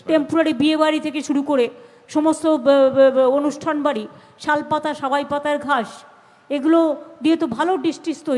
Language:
Bangla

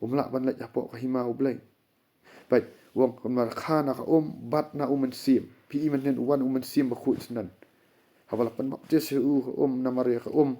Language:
Khasi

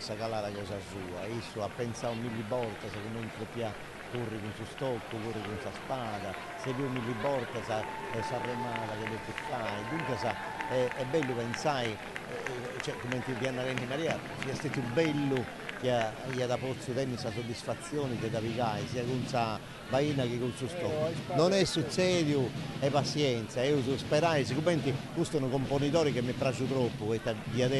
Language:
Sardinian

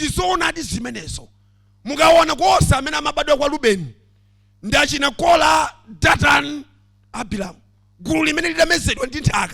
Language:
Nyanja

